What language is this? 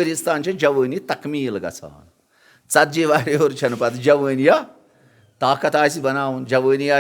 Kashmiri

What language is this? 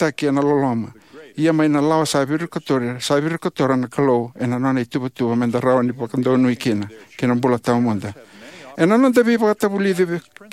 Fijian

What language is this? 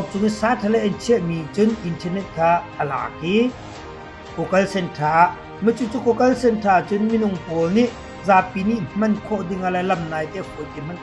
Hakha Chin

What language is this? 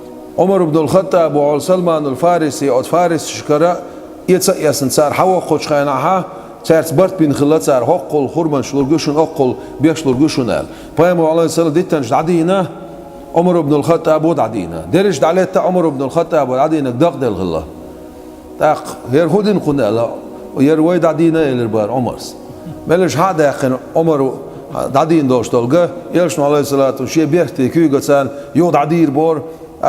Chechen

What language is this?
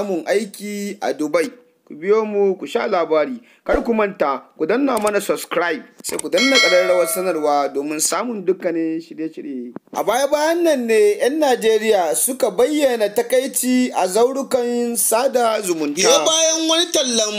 Hausa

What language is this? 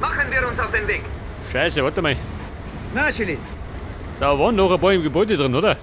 Bavarian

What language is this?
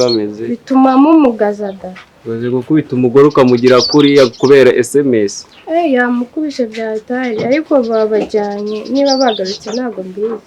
Kinyarwanda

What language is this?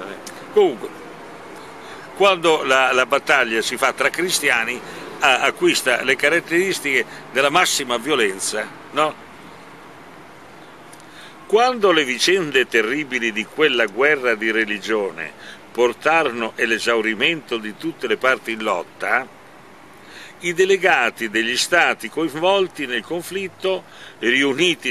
Italian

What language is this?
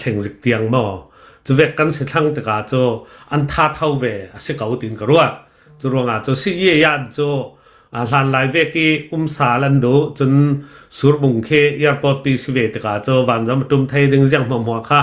Hakha Chin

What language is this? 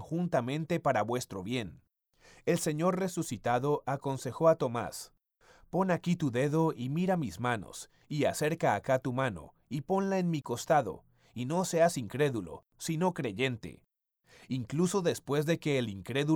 Spanish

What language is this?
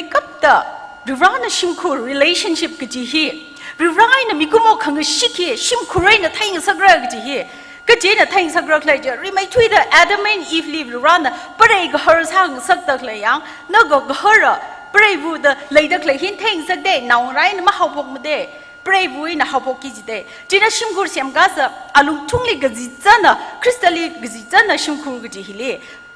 Tangkhul Naga (India)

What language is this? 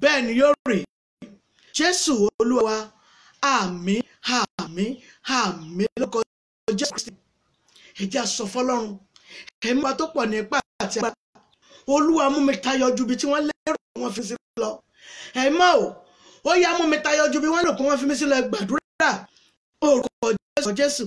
Yoruba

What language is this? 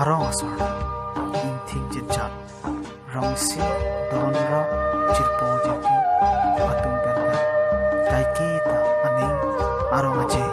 Karbi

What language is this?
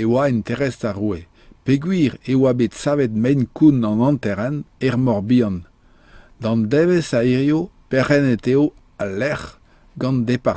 Breton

